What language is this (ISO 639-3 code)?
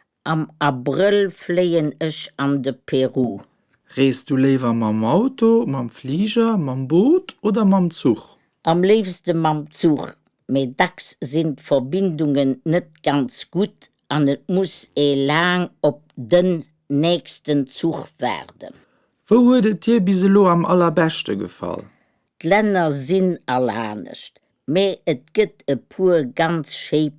ltz